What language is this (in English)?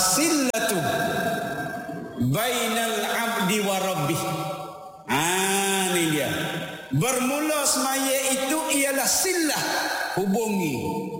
Malay